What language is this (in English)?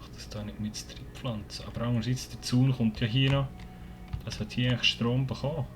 Swiss German